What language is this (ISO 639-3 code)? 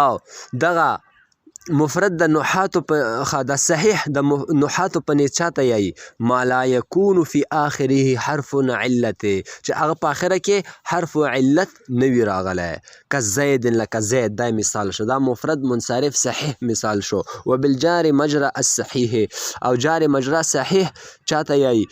pus